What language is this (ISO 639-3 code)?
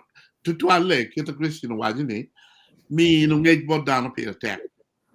ach